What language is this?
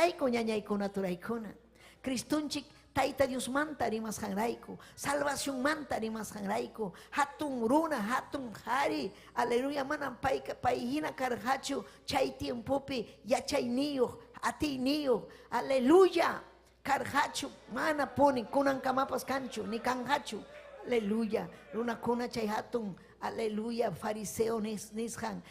Ayacucho Quechua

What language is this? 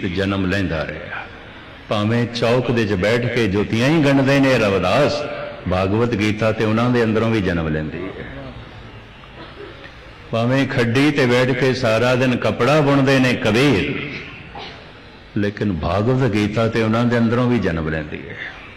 Punjabi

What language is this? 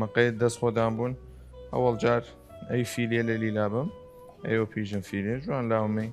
Southern Kurdish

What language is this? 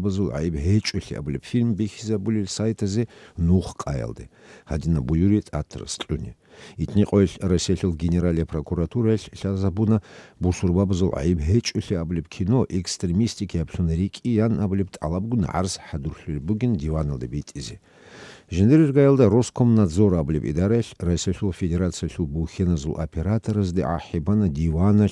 Avaric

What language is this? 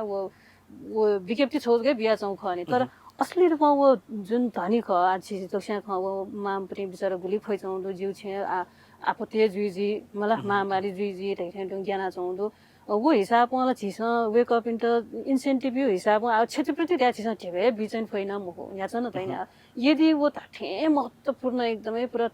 Newari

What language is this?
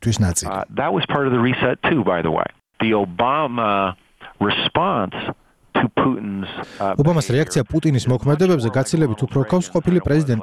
Georgian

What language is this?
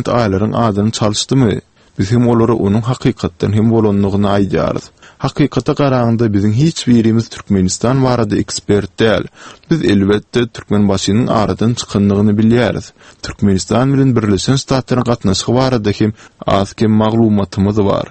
Turkmen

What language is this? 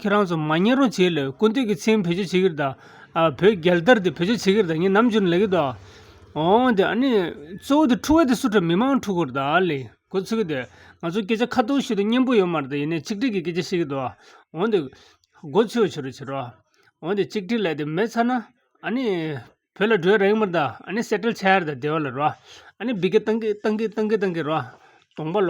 Tibetan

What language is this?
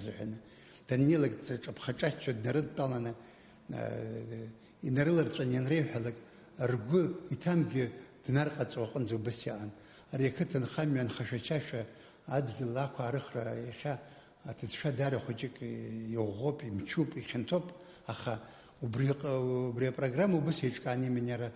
Abkhazian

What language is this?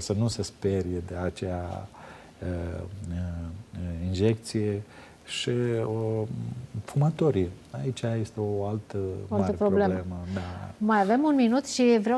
Romanian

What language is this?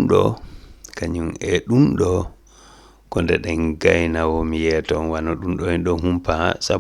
Fula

